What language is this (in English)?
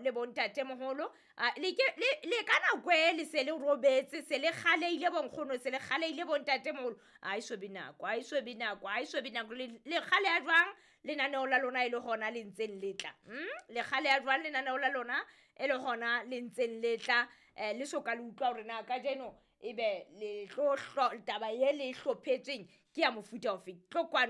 Southern Sotho